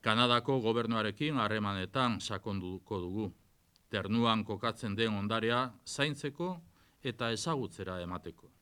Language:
Basque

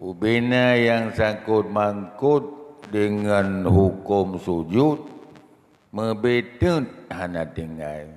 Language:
Achinese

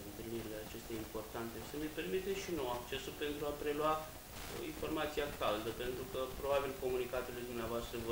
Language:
Romanian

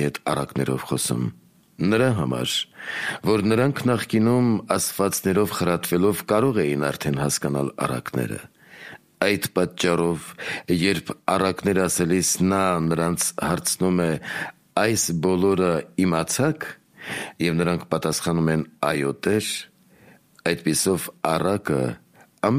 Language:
Armenian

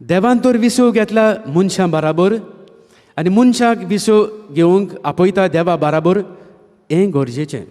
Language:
Konkani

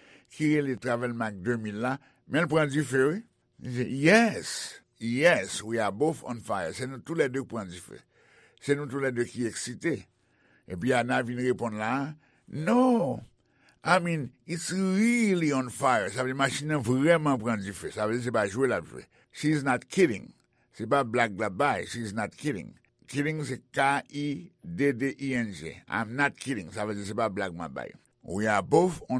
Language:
Haitian Creole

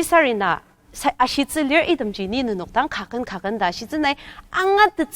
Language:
Ao Naga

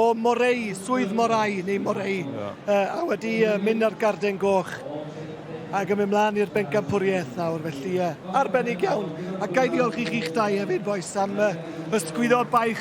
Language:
Welsh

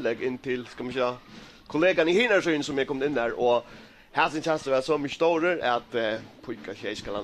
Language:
Faroese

